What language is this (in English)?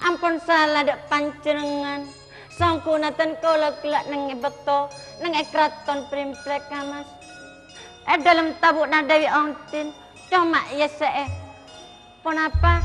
Madurese